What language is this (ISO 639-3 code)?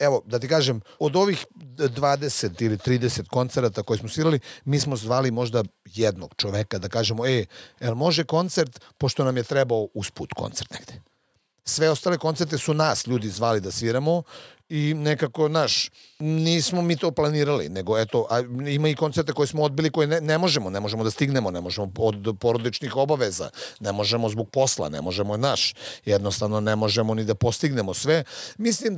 srp